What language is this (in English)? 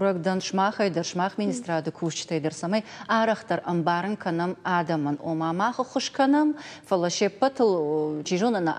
Ossetic